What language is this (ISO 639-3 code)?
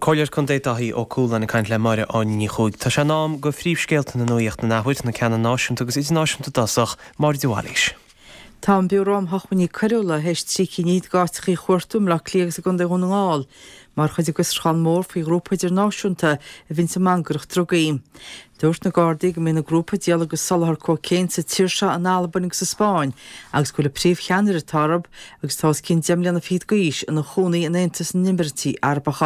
gle